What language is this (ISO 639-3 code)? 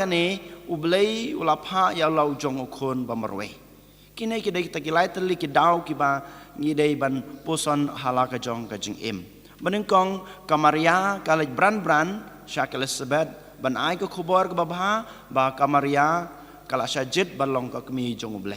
kha